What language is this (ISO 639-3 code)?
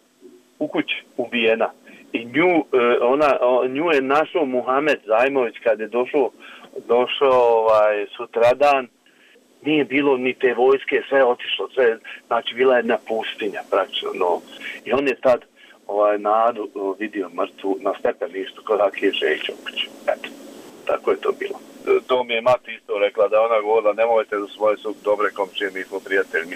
bos